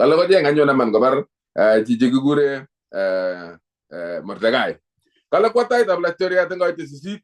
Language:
Kalenjin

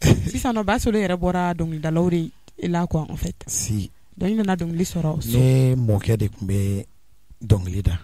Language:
Bambara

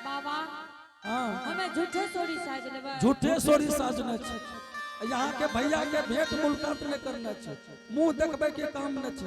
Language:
Angika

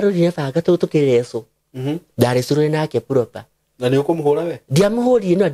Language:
Kikuyu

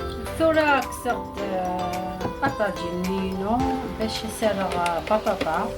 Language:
Algerian Arabic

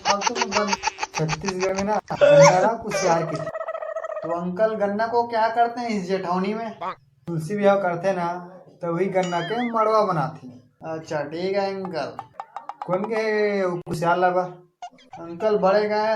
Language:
Chhattisgarhi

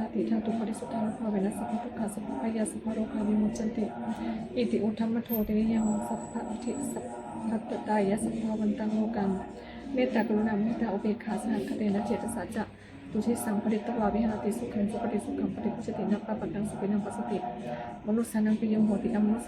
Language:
Pali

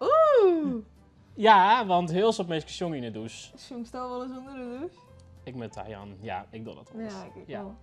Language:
Western Frisian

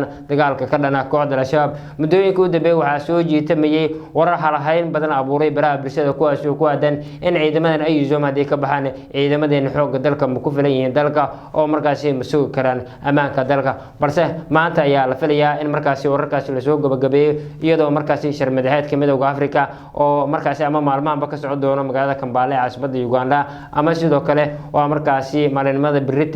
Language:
Somali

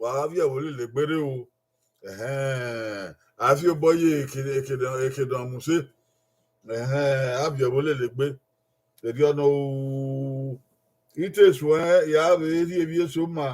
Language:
Bini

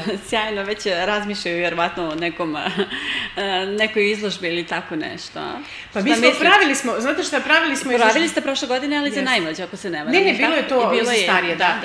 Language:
Serbian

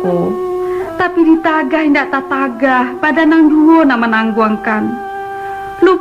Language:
Minangkabau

